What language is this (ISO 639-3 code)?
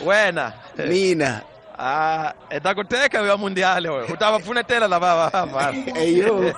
tso